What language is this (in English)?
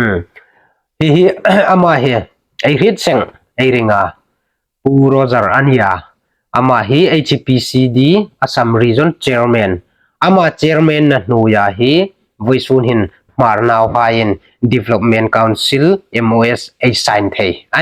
Hmar